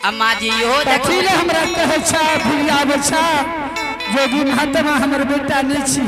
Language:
Angika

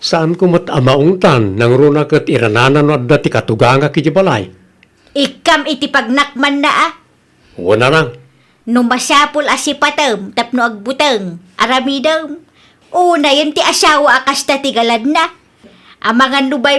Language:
Iloko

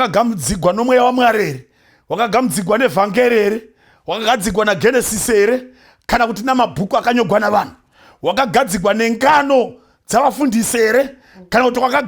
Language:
Shona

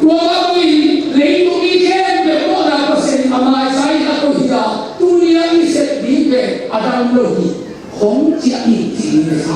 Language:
Tedim Chin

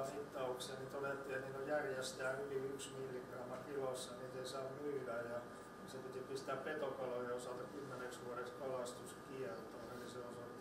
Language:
Finnish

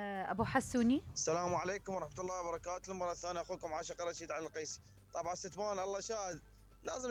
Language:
Mesopotamian Arabic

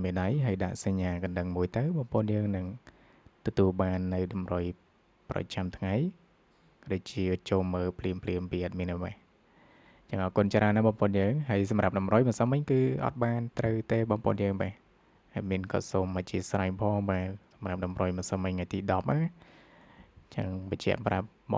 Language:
Khmer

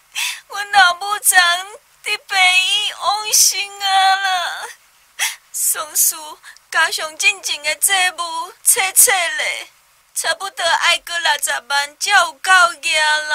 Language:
Min Nan Chinese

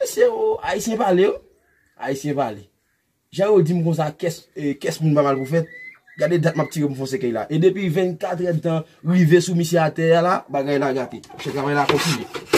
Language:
Haitian Creole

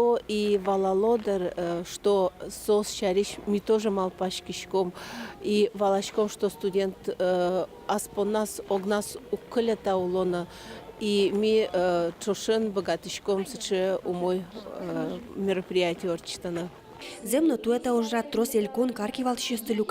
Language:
Udmurt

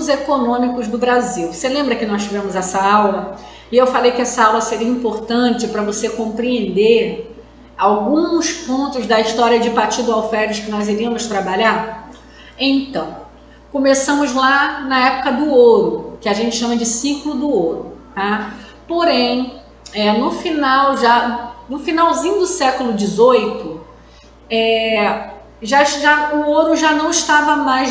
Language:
Portuguese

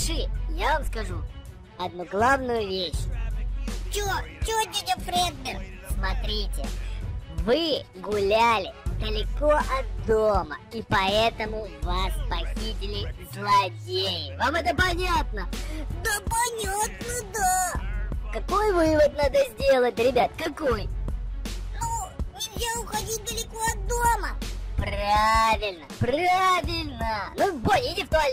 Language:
Russian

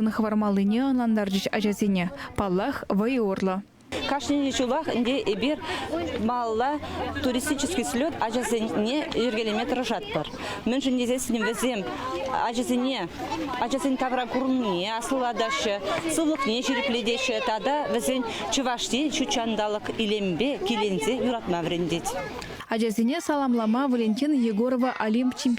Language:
Chuvash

